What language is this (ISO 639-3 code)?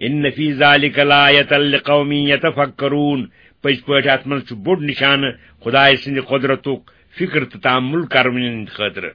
kas